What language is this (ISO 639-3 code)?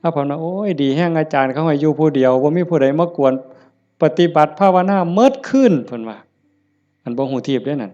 tts